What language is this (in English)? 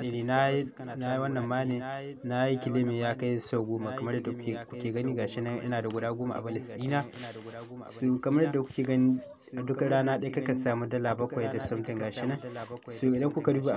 Hausa